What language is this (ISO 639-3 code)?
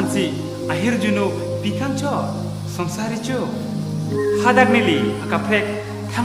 mjw